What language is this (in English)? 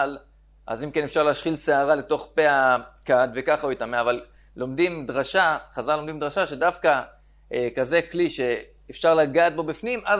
Hebrew